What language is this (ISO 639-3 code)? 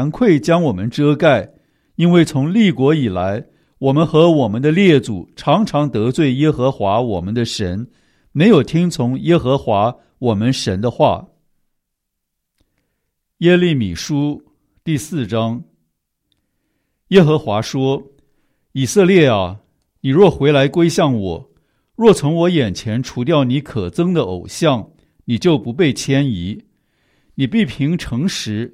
zho